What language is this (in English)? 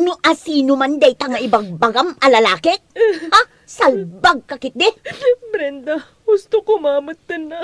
Iloko